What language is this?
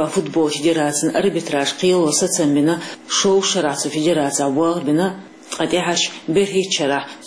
Chechen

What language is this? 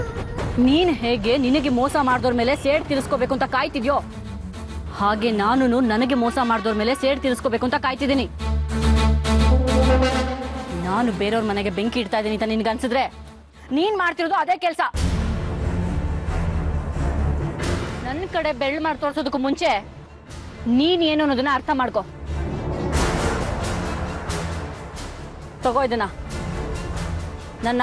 Kannada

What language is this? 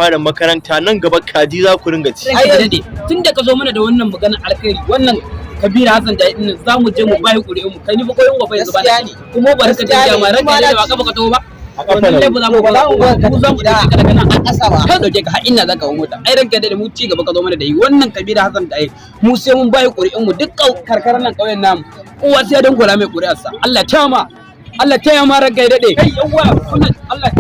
Hausa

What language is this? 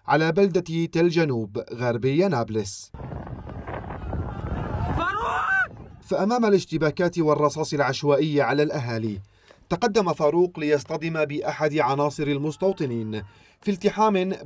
Arabic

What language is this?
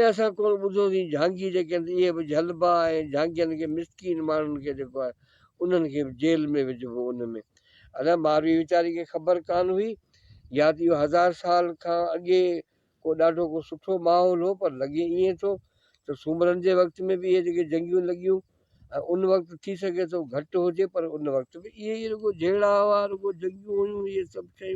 Sindhi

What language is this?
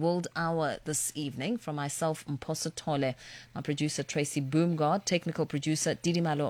English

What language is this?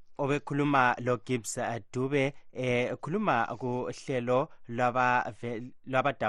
North Ndebele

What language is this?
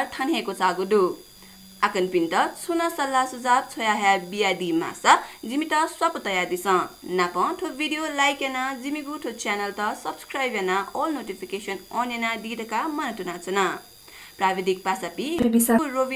Newari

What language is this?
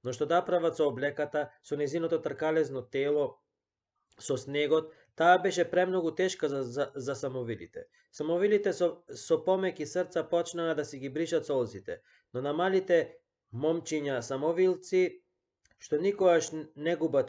Macedonian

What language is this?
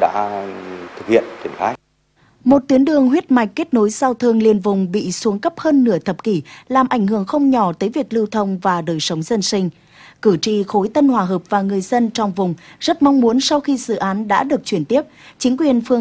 Vietnamese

